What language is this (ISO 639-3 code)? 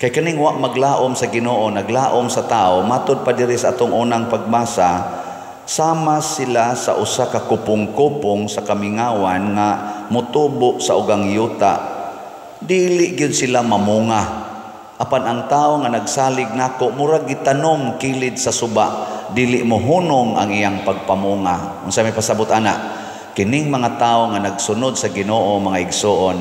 ceb